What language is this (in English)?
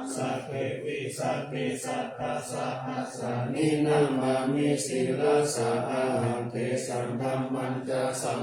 Pali